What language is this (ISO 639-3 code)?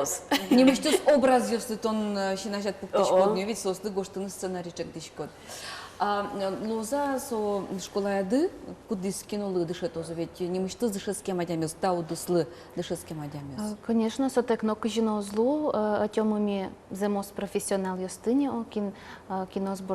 udm